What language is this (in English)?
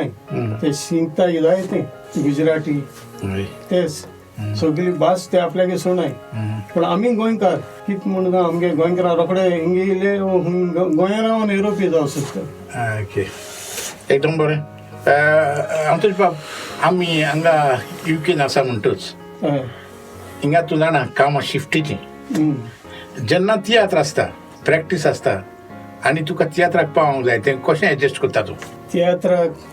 Konkani